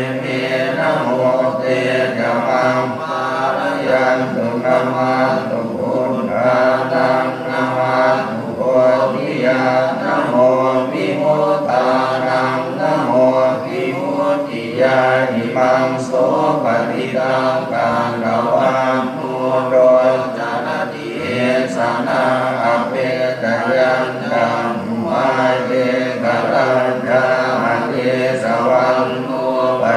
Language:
Pali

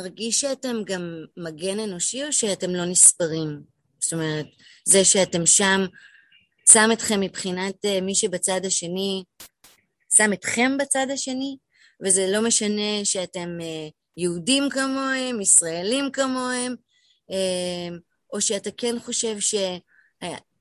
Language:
Hebrew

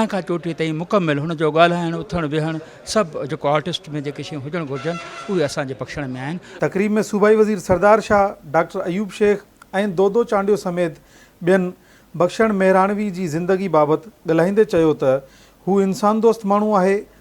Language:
Sindhi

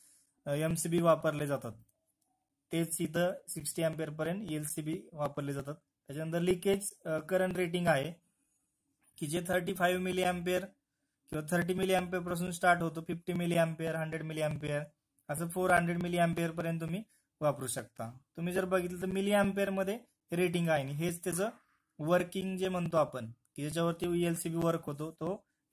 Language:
Marathi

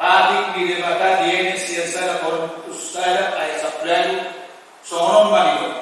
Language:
Batak Toba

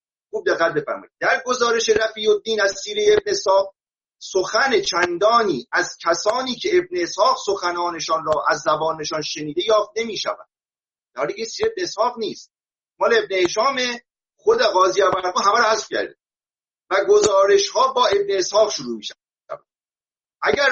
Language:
Persian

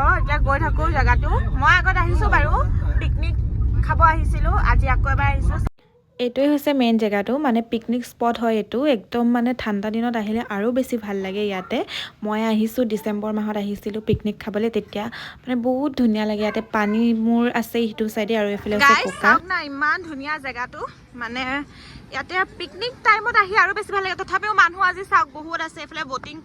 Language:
Assamese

